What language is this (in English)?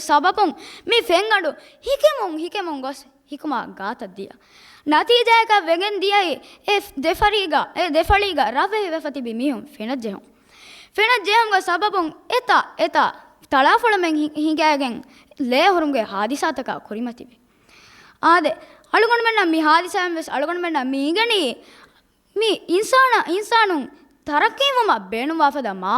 Divehi